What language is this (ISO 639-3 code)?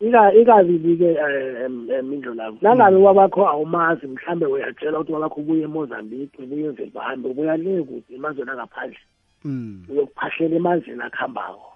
nbl